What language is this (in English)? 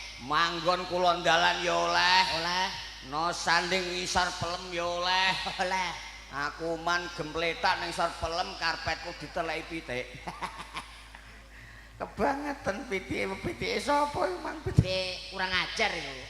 Javanese